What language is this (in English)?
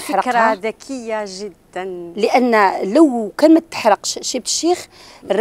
Algerian Arabic